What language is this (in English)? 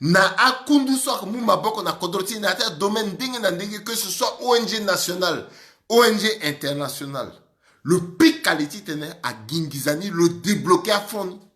Sango